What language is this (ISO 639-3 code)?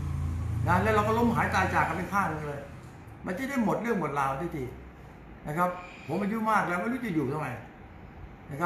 tha